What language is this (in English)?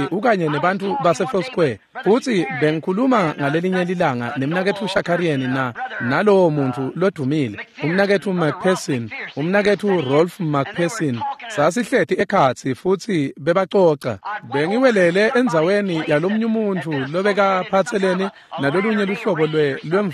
Swati